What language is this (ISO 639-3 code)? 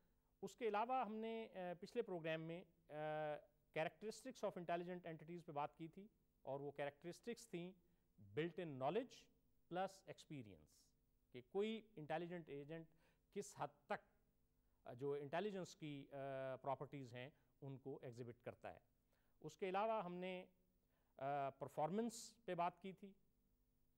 urd